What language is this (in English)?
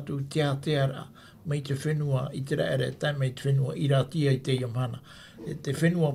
Tahitian